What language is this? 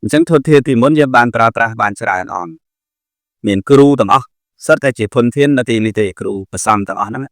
Khmer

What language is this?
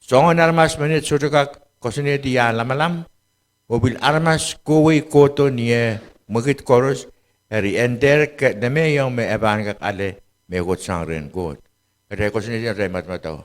Pohnpeian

